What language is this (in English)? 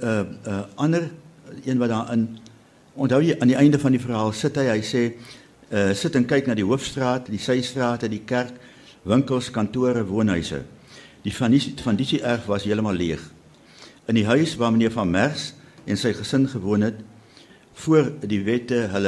Afrikaans